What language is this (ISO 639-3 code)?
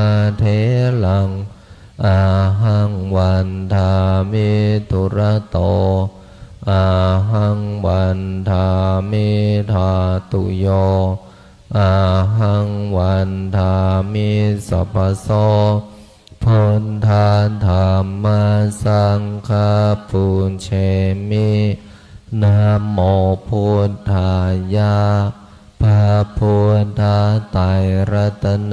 pli